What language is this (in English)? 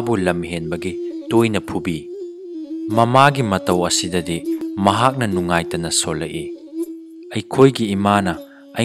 Manipuri